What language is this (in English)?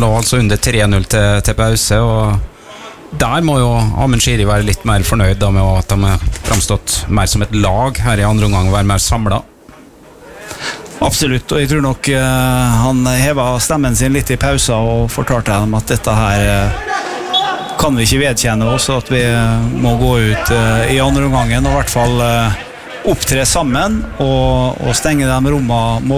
Norwegian